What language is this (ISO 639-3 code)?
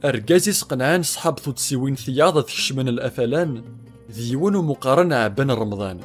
kab